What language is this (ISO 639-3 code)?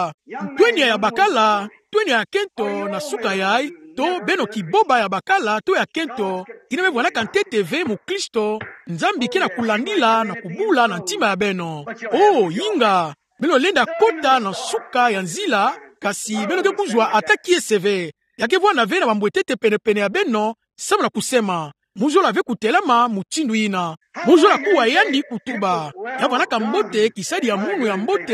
ktu